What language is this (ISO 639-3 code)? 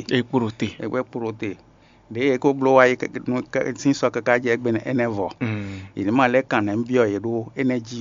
fon